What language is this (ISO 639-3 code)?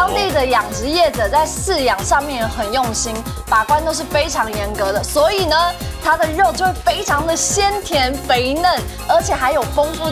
zho